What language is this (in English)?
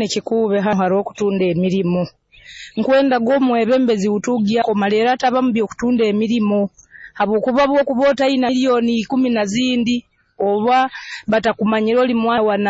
Nyoro